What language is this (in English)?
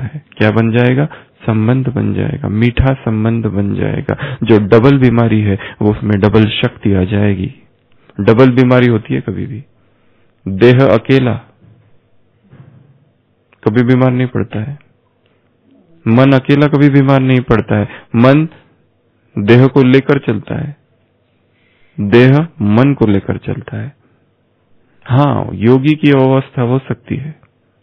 Hindi